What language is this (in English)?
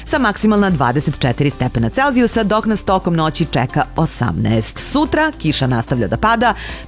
Serbian